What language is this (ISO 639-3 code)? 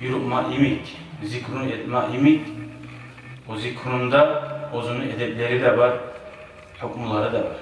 kum